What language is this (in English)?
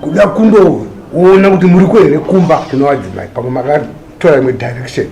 Shona